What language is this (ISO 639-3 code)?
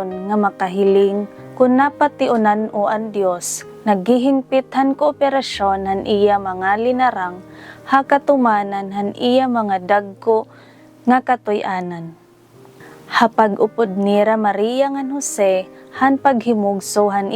war